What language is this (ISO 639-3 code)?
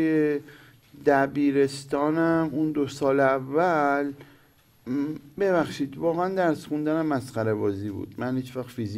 fas